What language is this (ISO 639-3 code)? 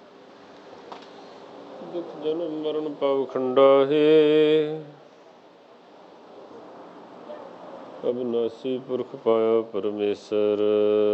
pan